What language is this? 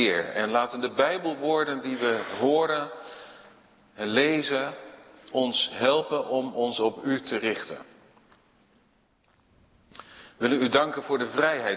Dutch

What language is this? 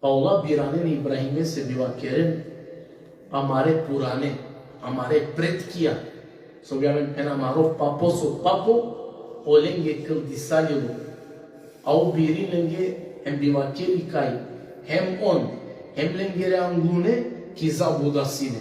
Balkan Romani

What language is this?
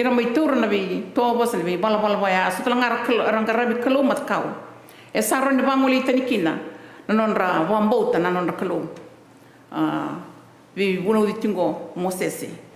Fijian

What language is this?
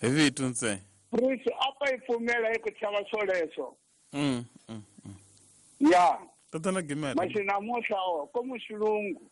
Tsonga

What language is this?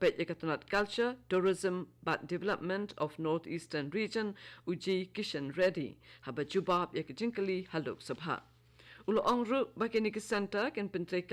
Khasi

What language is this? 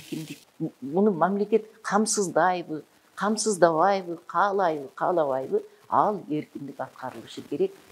Kyrgyz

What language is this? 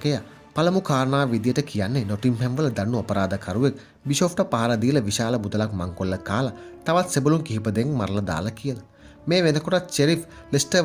Sinhala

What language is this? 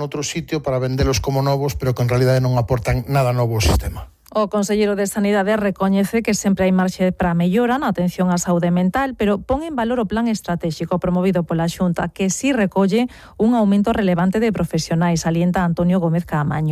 Galician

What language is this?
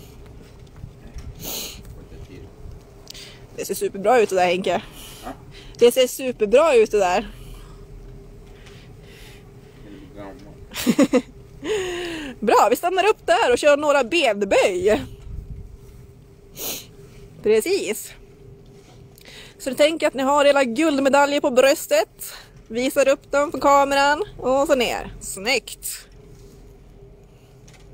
Swedish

